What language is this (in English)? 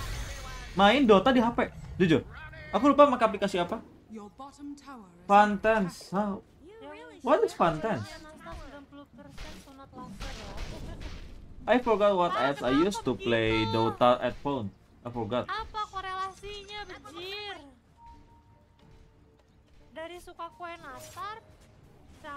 Indonesian